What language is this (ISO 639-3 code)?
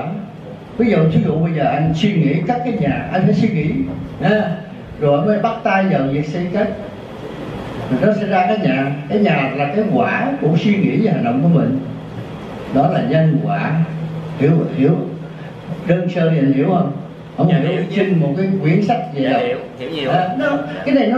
vie